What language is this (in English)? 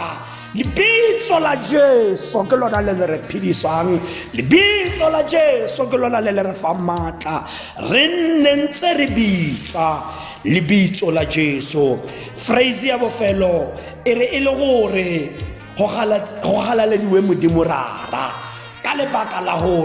Tswana